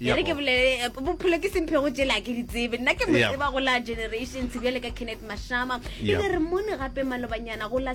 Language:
Northern Sotho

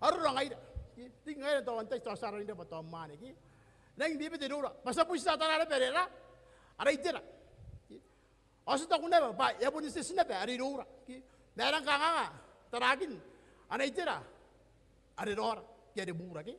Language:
Gilbertese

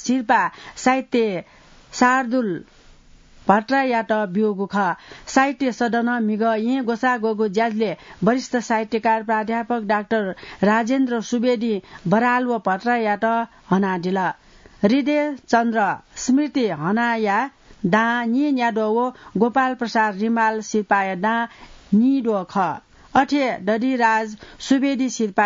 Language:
Newari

